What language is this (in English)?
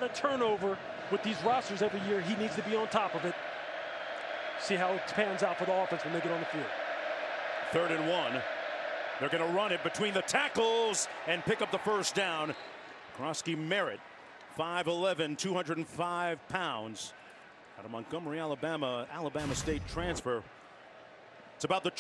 English